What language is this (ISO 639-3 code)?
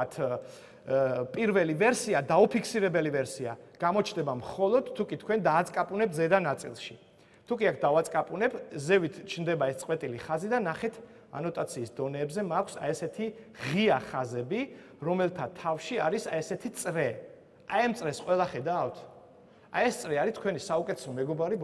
kat